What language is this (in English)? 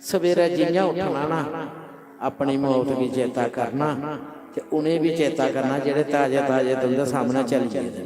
Dogri